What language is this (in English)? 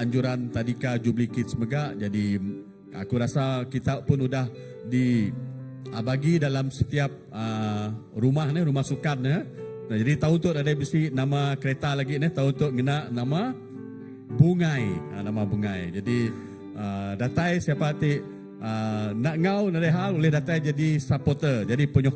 Iban